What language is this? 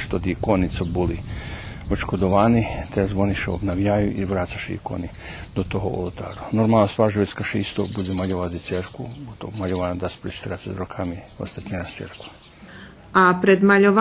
Rusyn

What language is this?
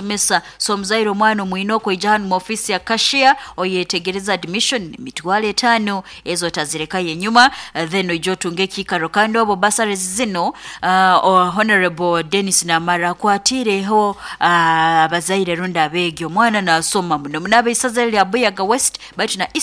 Nyoro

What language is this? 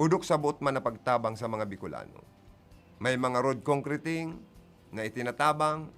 Bikol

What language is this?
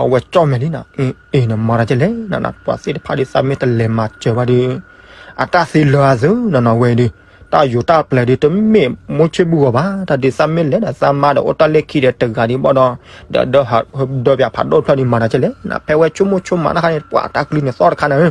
S'gaw Karen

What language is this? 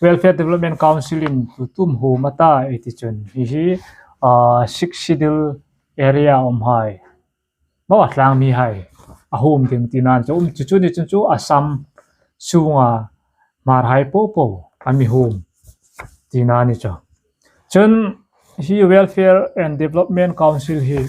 Hmar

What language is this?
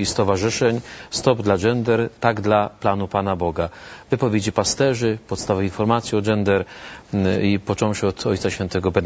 Polish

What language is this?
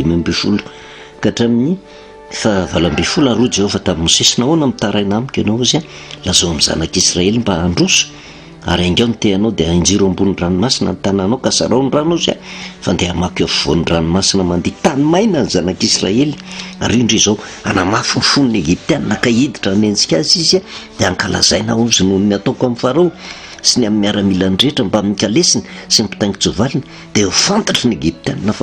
Malagasy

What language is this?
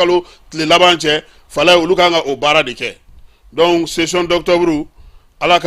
Bambara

